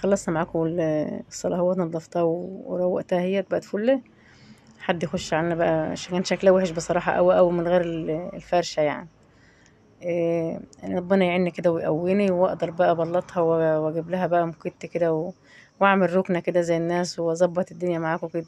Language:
Egyptian Arabic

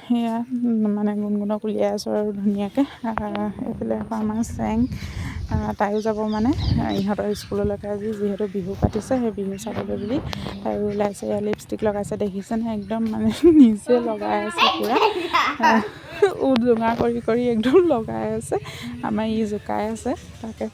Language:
Assamese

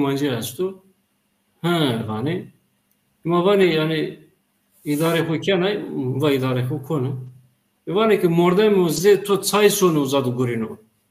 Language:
Zaza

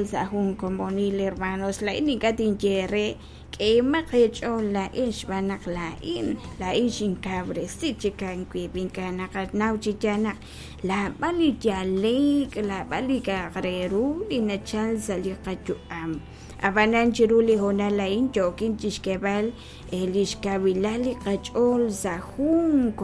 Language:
Kekchí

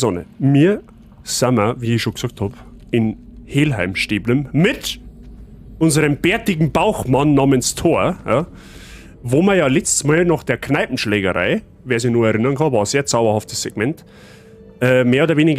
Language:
Bavarian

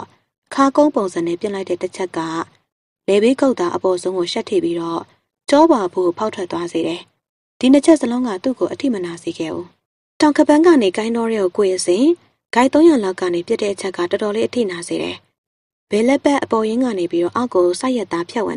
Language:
Burmese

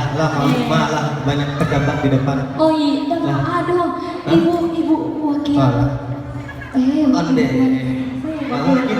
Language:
Minangkabau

